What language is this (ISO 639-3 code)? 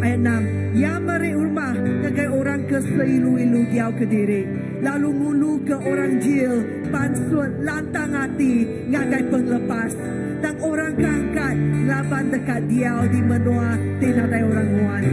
iba